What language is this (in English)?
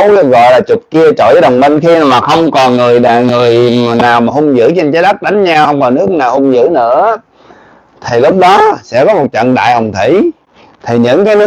Vietnamese